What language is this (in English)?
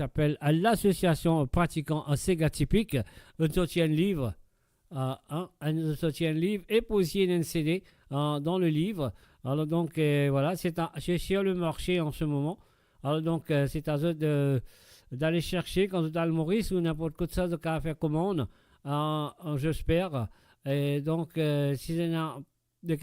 Morisyen